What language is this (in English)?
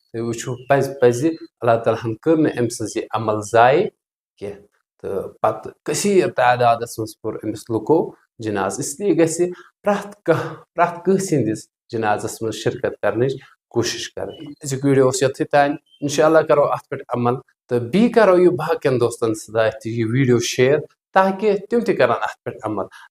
Kashmiri